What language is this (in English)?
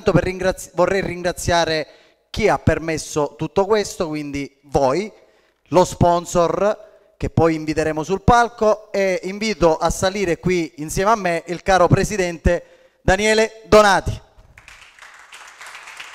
Italian